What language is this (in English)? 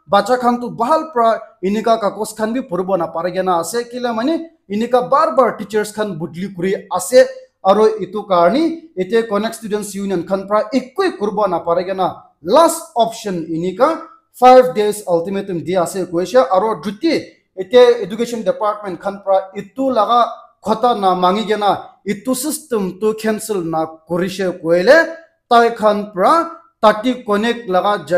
Naga Pidgin